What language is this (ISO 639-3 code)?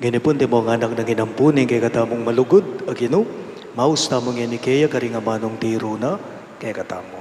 pam